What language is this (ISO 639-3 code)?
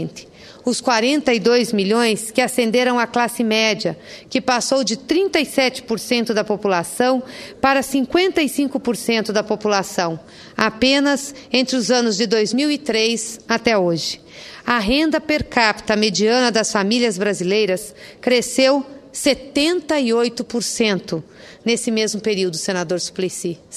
por